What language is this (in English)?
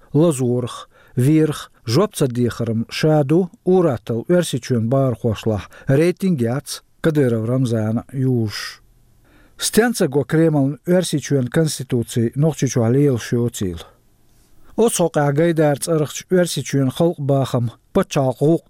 Chechen